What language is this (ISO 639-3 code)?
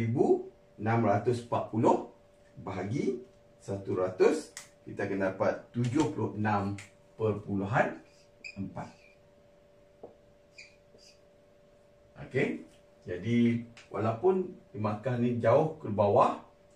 msa